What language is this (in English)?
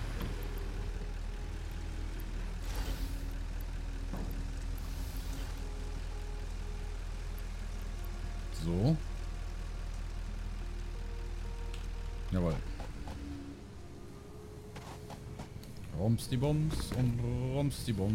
German